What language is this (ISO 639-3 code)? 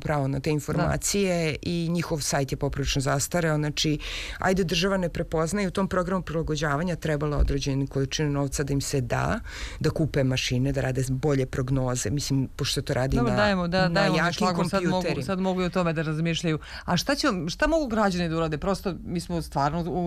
srp